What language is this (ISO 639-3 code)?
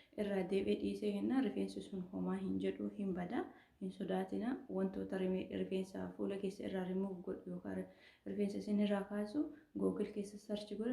orm